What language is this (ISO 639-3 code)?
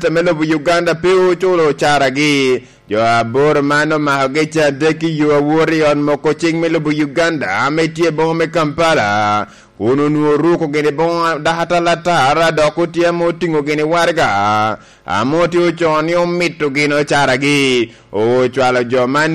laj